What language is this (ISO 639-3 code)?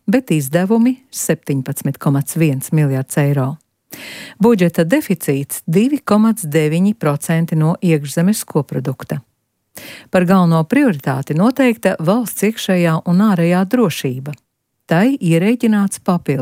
lav